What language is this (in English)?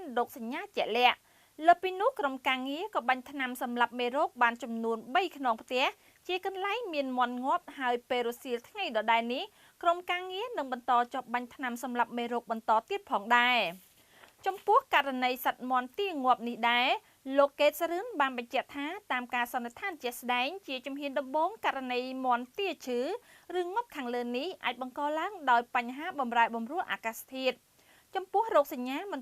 Khmer